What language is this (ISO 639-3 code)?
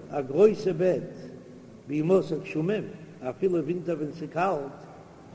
yid